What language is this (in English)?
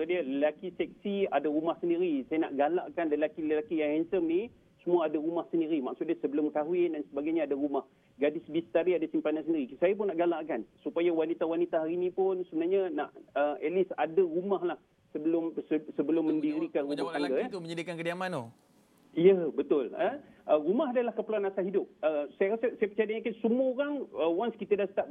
Malay